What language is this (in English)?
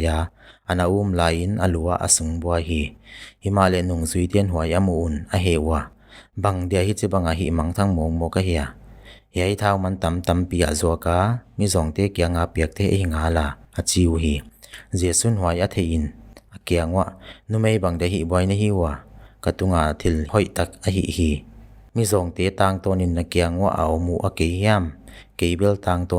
Paite Chin